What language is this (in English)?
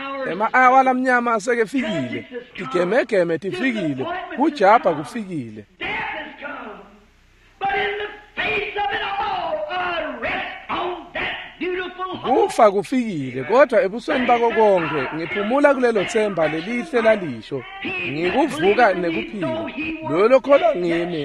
Swati